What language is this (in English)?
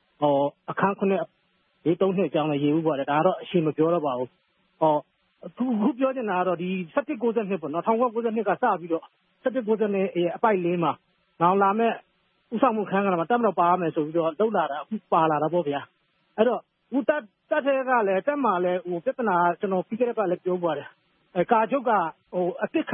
Burmese